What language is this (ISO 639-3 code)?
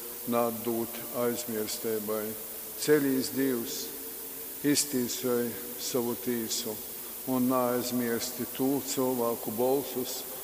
ltg